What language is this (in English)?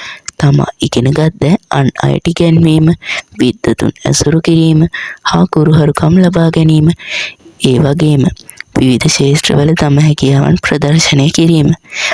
Sinhala